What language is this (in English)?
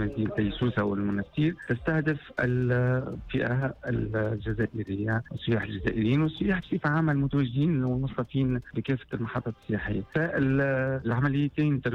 Tunisian Arabic